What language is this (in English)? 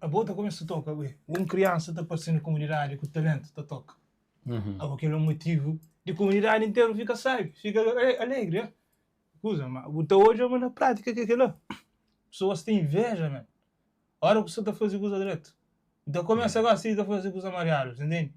Kabuverdianu